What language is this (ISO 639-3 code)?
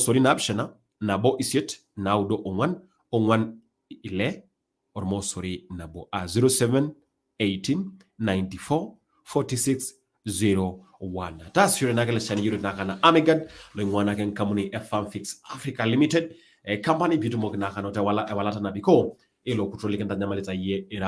mas